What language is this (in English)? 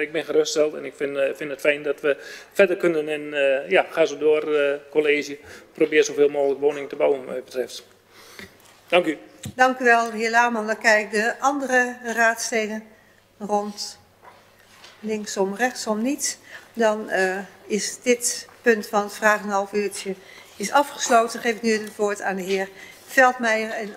Dutch